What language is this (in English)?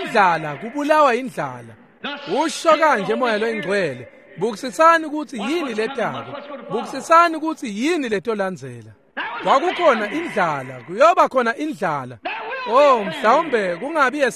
Swati